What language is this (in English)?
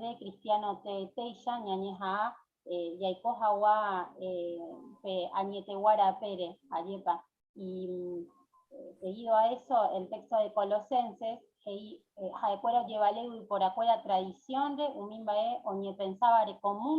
Guarani